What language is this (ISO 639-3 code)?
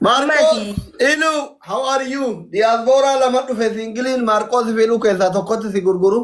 orm